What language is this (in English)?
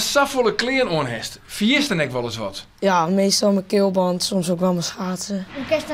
Western Frisian